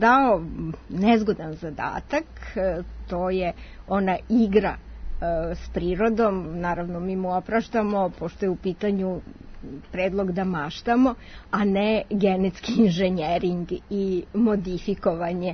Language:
Serbian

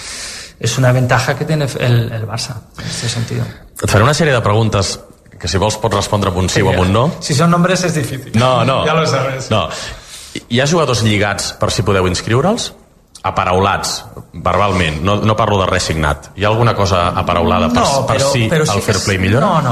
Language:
Catalan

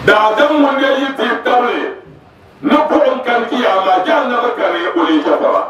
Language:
Dagbani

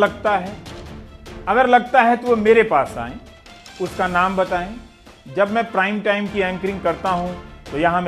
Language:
Hindi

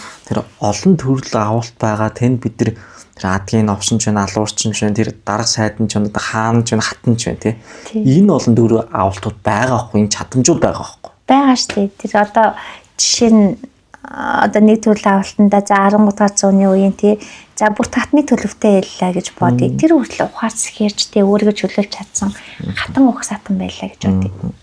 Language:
Mongolian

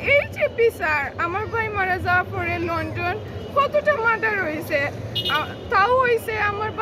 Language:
Sylheti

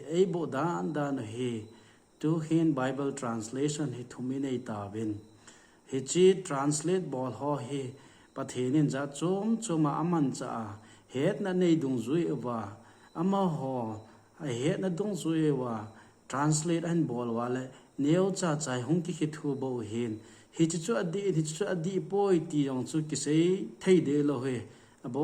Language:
Thado Chin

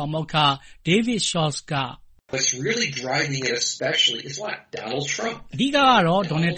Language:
Burmese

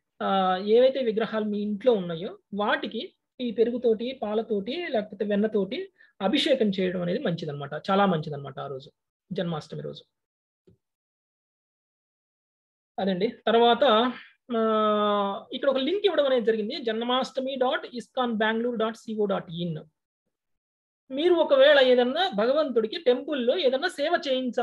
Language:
Telugu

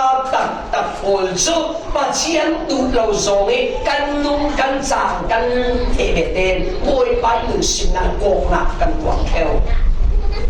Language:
Falam Chin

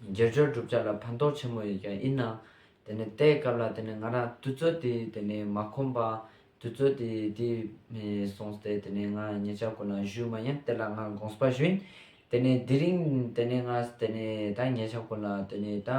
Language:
Ladakhi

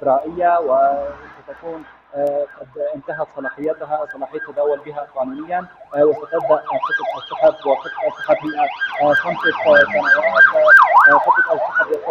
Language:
Arabic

